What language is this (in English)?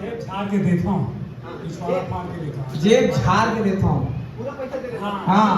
Chhattisgarhi